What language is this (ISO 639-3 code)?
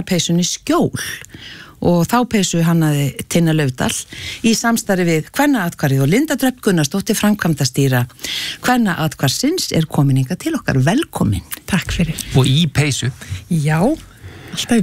isl